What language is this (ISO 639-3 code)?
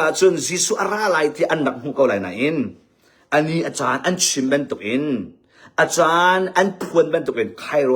cnh